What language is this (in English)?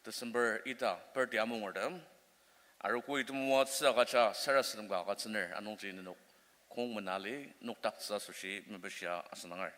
Ao Naga